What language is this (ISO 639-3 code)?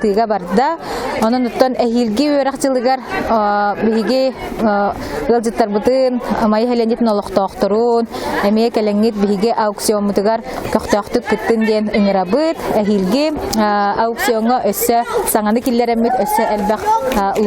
sah